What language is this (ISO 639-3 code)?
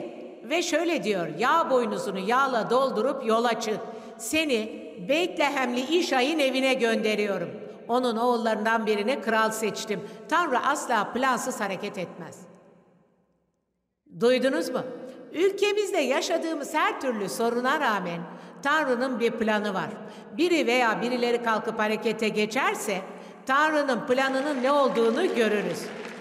tur